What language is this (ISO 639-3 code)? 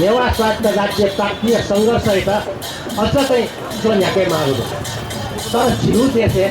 new